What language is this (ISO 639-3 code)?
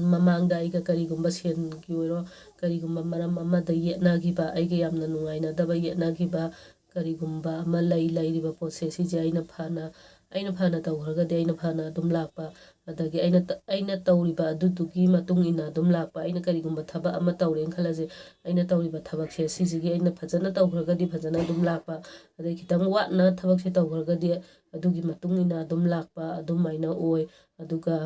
mni